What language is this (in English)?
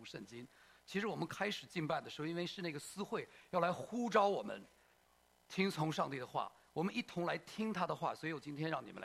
Chinese